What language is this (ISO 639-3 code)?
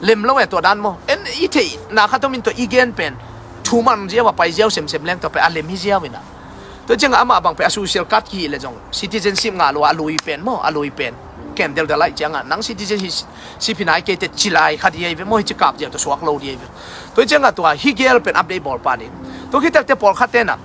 ctd